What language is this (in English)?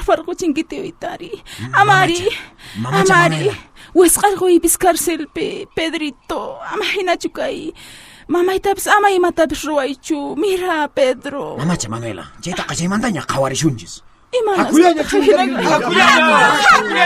Quechua